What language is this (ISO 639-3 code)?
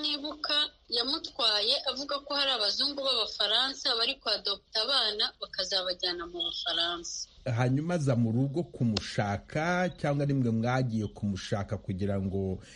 kin